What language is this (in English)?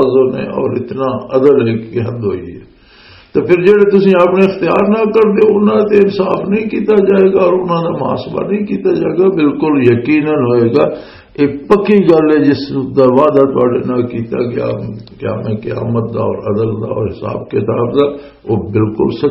Western Panjabi